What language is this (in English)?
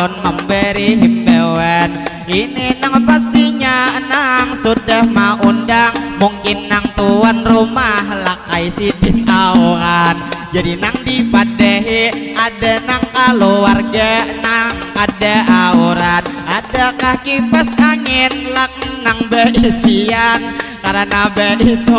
Banjar